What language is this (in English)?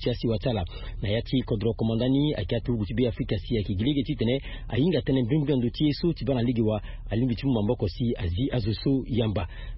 Sango